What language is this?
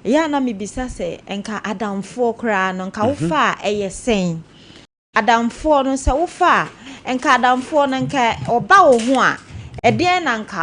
Akan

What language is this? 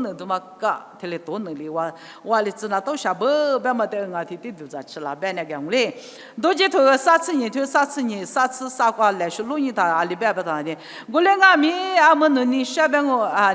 Lisu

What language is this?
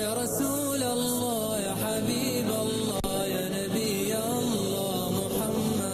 Ingush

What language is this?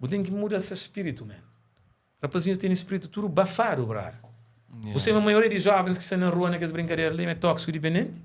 Kabuverdianu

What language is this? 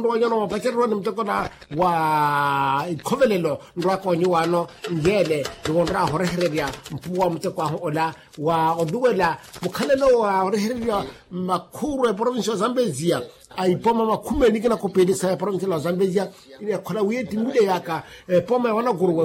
Makhuwa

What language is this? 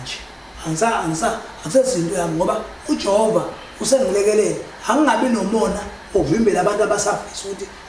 Zulu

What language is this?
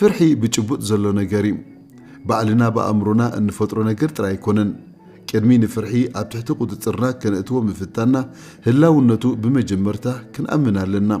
Tigrinya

